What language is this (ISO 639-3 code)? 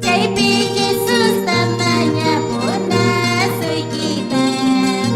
que